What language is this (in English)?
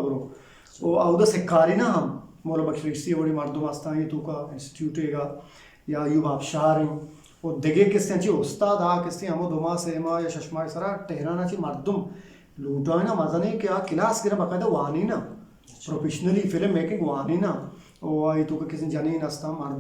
Eastern Balochi